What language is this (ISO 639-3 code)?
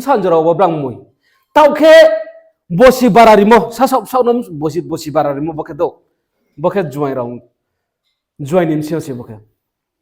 ria